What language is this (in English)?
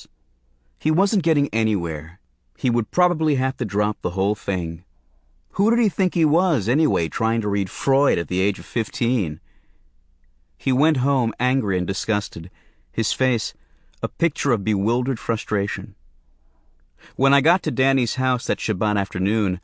English